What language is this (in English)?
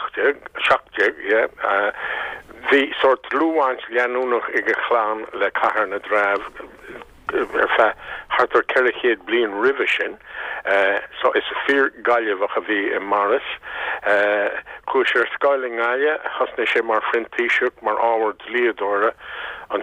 Irish